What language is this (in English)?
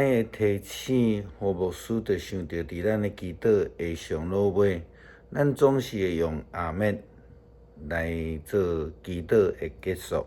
Min Nan Chinese